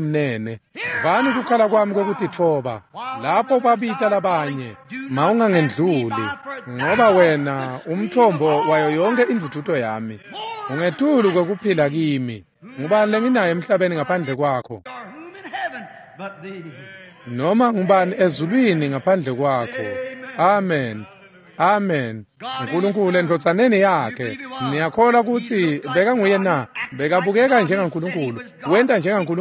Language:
Swati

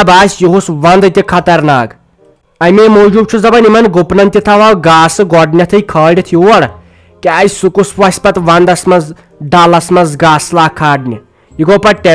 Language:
Kashmiri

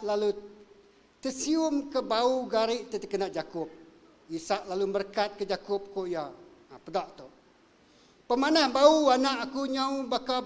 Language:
Iban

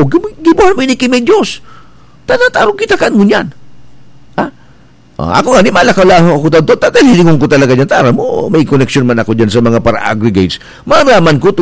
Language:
Bikol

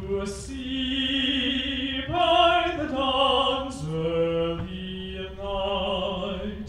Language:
English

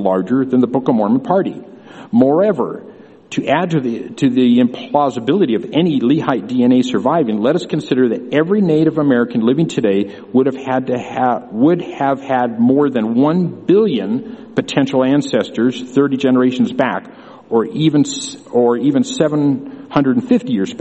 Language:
English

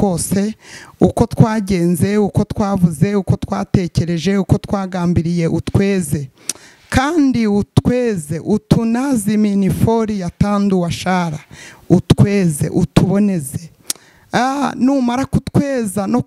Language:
Kinyarwanda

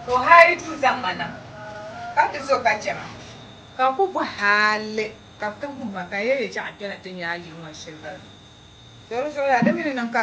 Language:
Dagbani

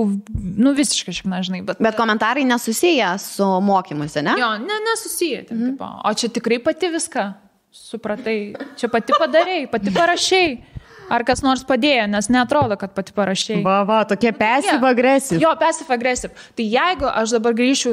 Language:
Lithuanian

